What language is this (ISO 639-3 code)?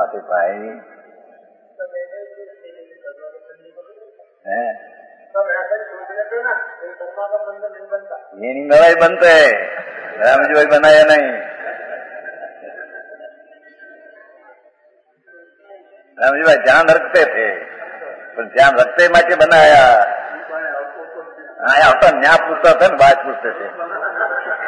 hin